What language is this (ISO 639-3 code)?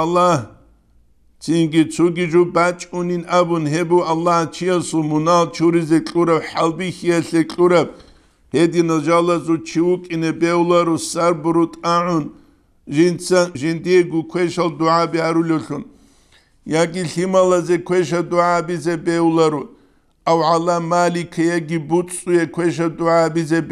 ava